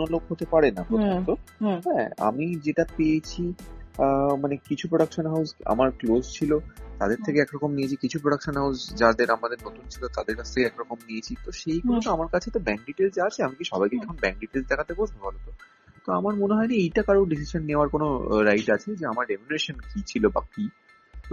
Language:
Bangla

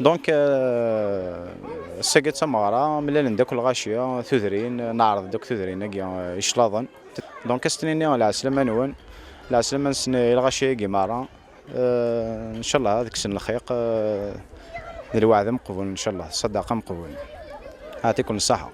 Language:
Kabyle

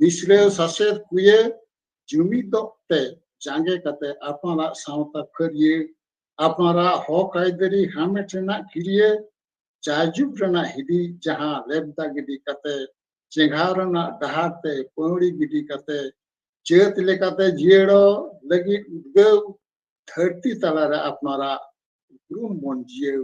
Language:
Santali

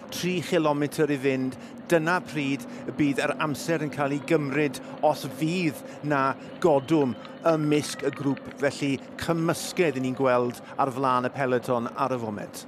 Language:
Welsh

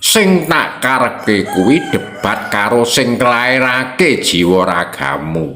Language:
Javanese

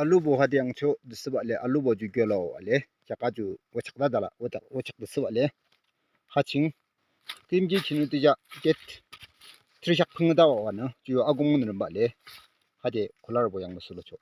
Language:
Yimchungru Naga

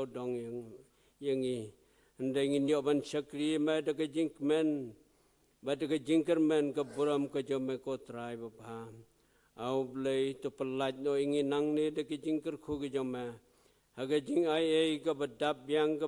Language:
Khasi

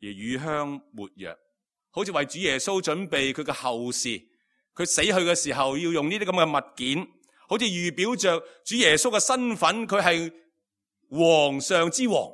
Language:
Cantonese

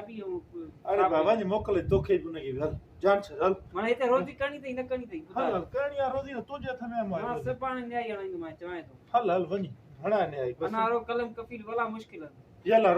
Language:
Sindhi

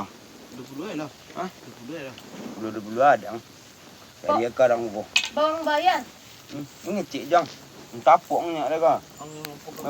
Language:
Minangkabau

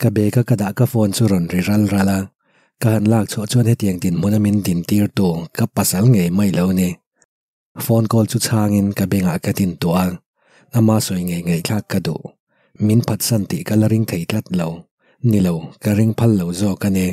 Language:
Mizo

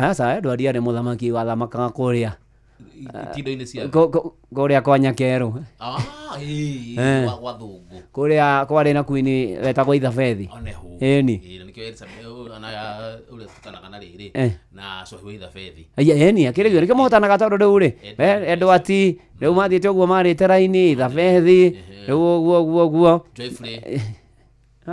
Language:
Kikuyu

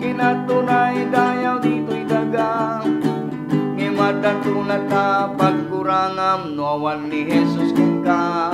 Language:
Iloko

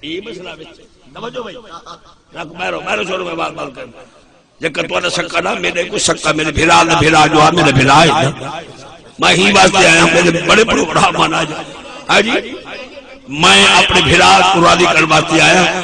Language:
Saraiki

